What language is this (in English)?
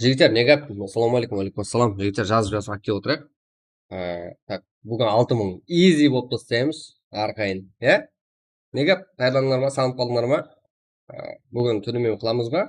Kara-Kalpak